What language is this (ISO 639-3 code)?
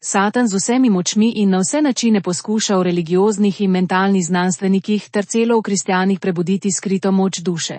slv